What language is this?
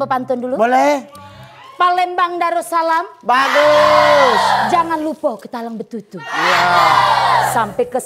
Musi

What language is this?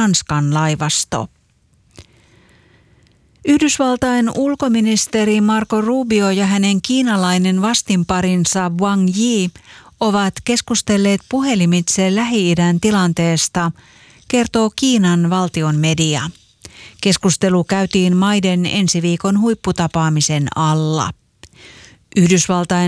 Finnish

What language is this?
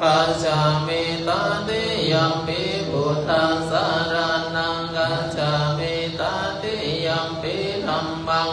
Pali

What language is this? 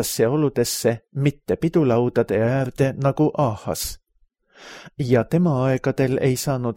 Estonian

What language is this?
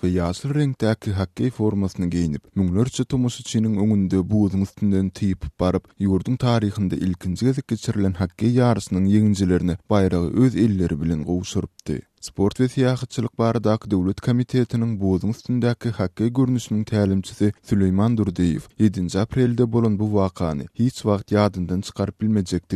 Turkmen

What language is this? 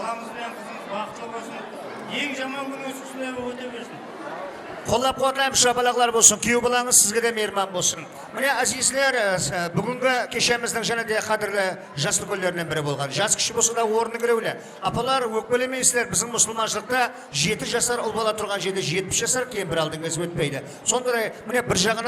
Kara-Kalpak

